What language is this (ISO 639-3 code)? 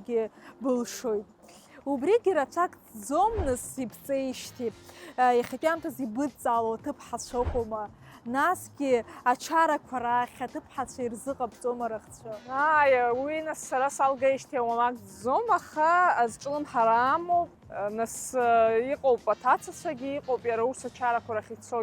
abk